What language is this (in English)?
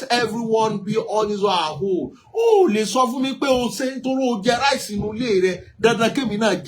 Yoruba